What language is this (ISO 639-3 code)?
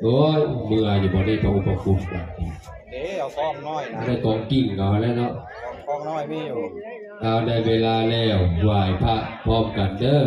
tts